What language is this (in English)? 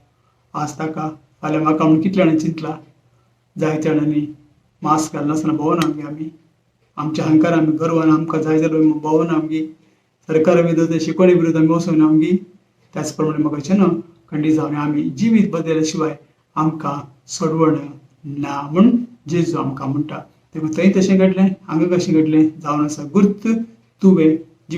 Konkani